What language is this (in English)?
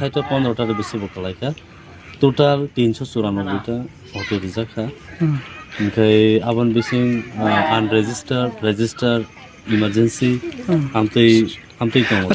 Riang (India)